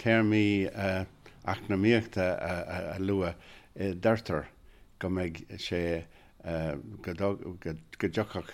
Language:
Irish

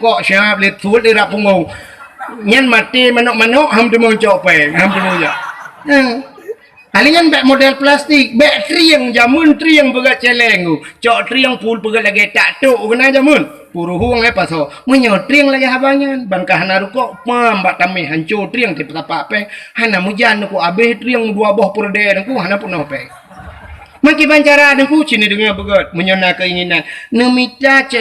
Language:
Achinese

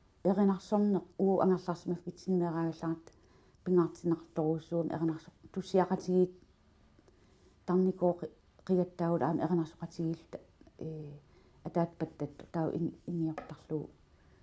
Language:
Kalaallisut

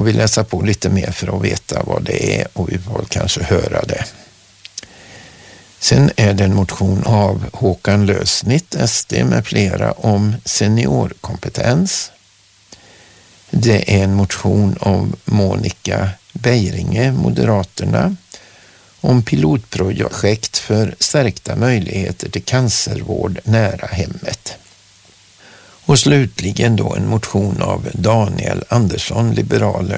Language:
Swedish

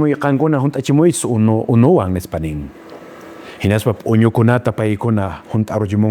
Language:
Quechua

